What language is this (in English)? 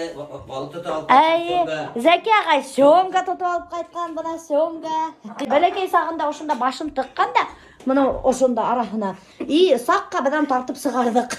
Bashkir